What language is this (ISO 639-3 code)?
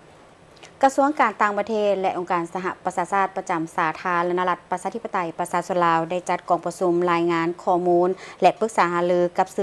lao